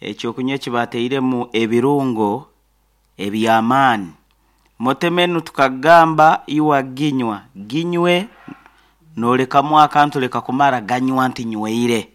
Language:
Nyankole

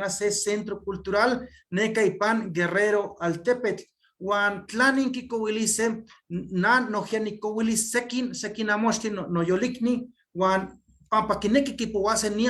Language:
Eastern Huasteca Nahuatl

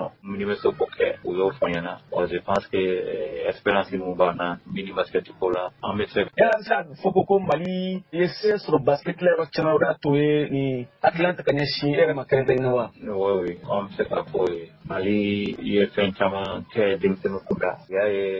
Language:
Bambara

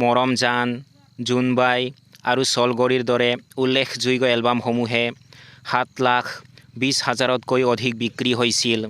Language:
Assamese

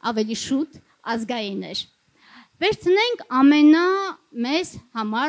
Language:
Armenian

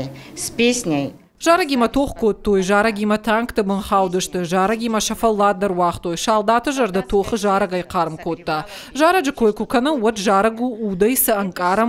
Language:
Ossetic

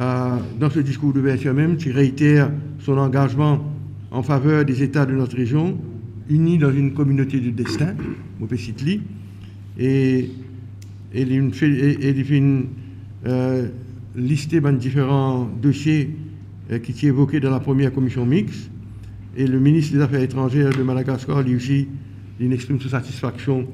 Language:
Morisyen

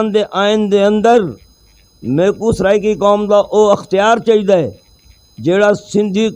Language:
Saraiki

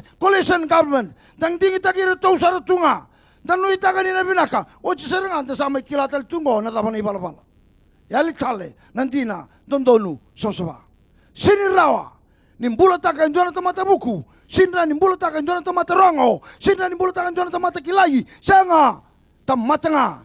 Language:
Fijian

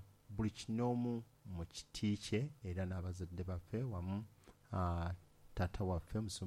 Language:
Ganda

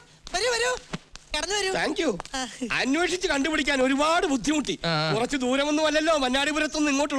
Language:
Malayalam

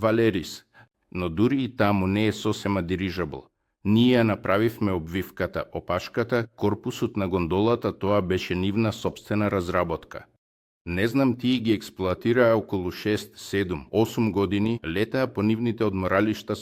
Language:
Macedonian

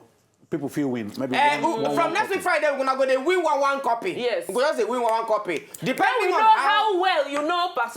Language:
Nigerian Pidgin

